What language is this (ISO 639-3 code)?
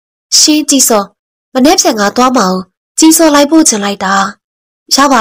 mya